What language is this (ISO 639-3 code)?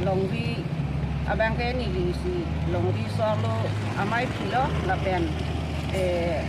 mjw